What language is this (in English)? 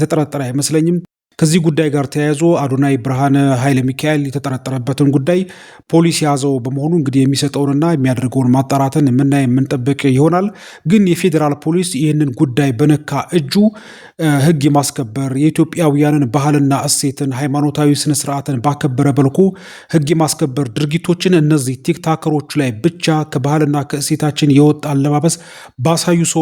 Amharic